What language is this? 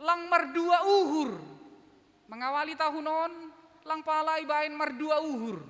Batak Simalungun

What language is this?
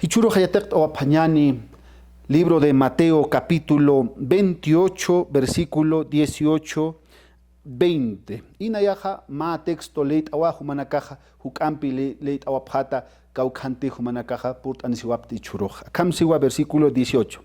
Aymara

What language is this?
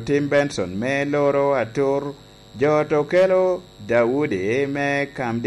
Lango (Uganda)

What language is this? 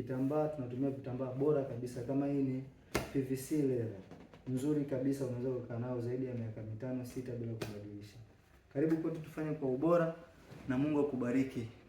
Swahili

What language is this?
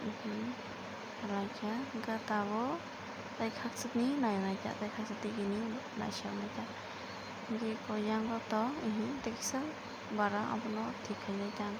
Kok Borok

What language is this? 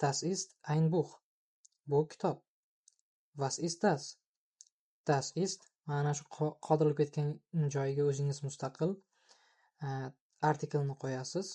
Uzbek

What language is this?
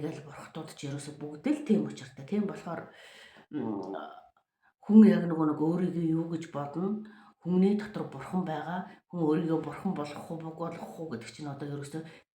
Mongolian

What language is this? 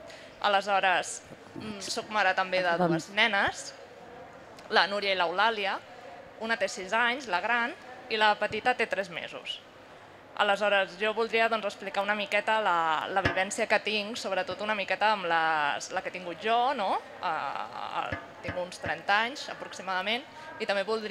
Catalan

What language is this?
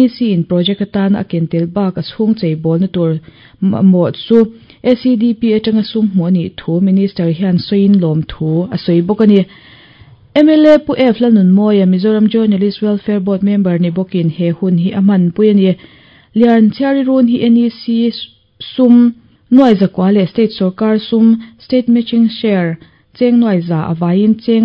Mizo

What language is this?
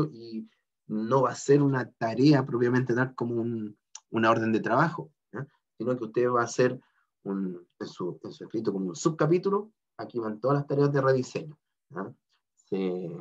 Spanish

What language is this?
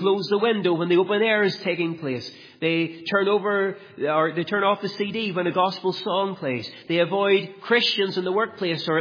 English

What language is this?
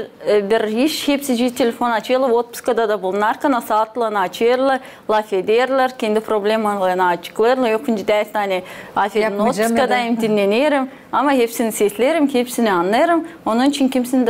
Gagauz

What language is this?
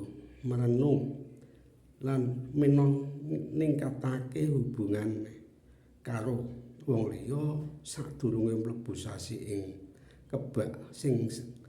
Javanese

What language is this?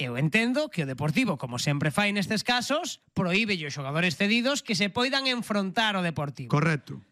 Galician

